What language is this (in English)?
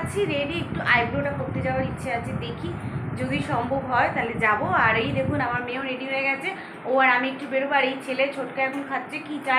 Bangla